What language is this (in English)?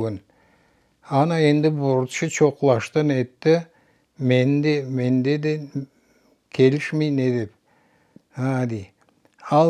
Crimean Tatar